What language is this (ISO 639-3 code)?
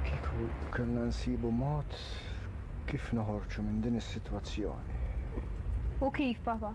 mlt